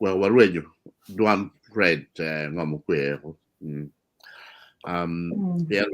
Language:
Acoli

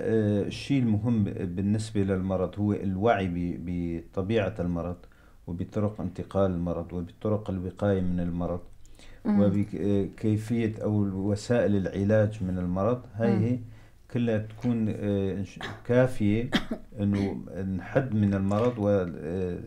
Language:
North Levantine Arabic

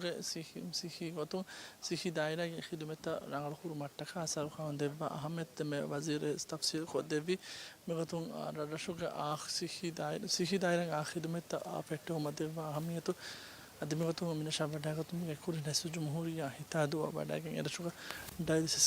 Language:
Divehi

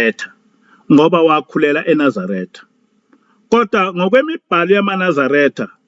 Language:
Zulu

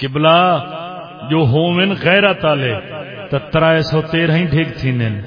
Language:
Saraiki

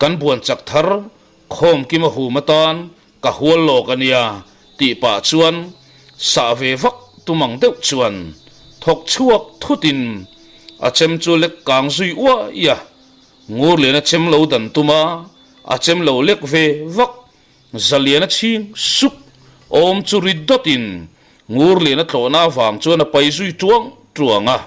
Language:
Mizo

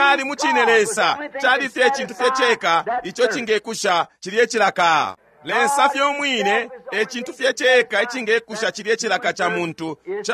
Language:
Bemba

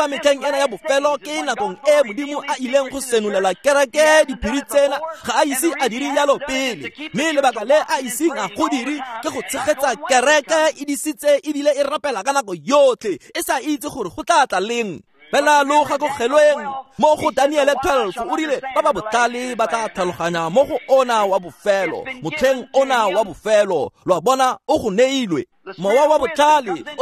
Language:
Tswana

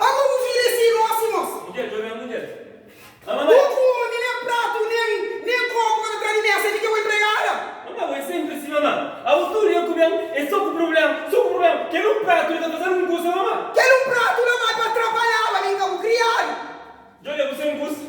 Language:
Kabuverdianu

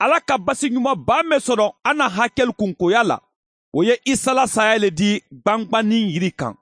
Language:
Mandingo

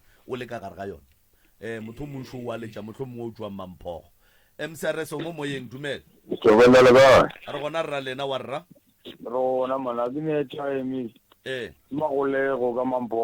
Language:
Northern Sotho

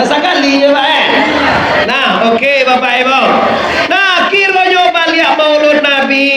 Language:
Minangkabau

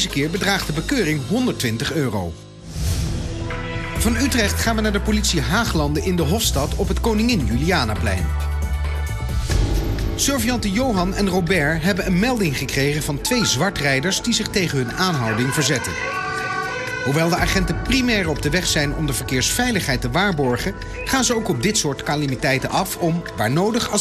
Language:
Dutch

